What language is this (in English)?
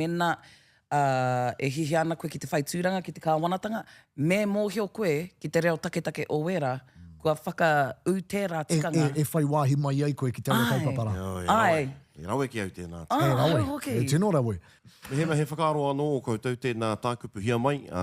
Māori